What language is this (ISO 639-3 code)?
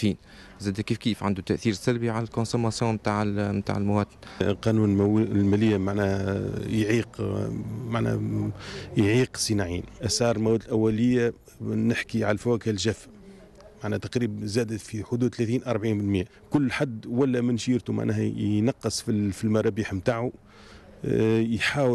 aeb